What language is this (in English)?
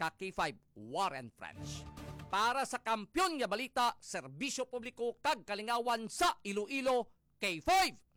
Hiligaynon